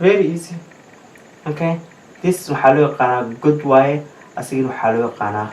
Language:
Somali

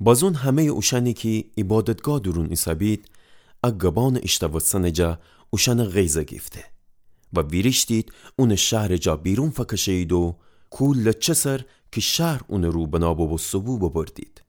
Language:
Gilaki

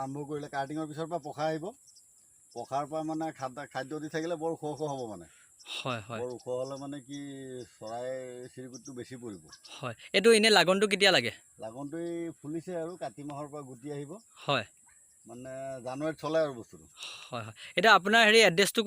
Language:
Assamese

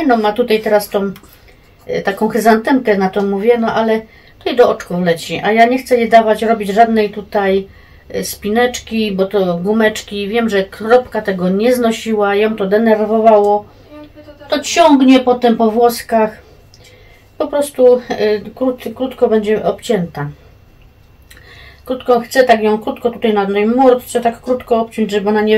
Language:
Polish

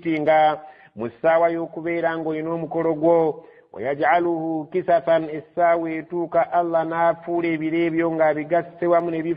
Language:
Ganda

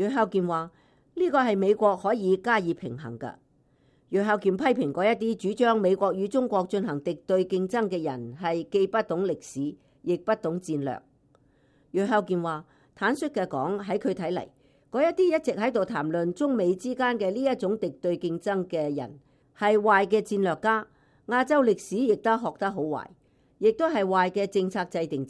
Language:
Cantonese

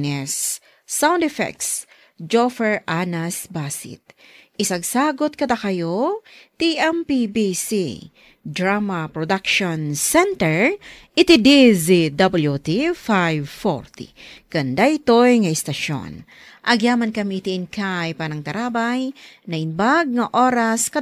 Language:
Iloko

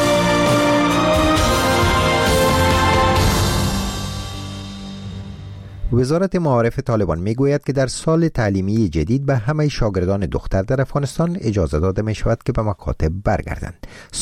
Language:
Persian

